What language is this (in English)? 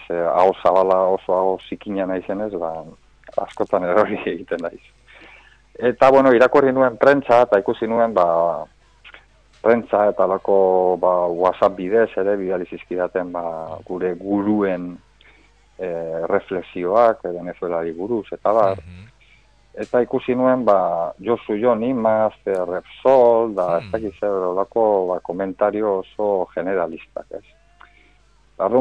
Basque